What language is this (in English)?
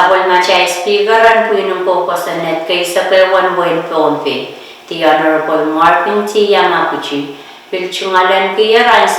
Pohnpeian